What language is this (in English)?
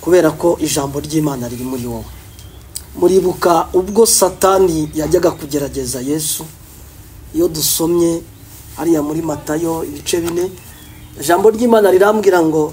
Kinyarwanda